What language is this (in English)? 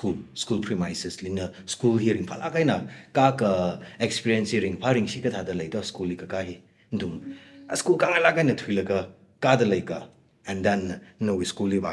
Tangkhul Naga (India)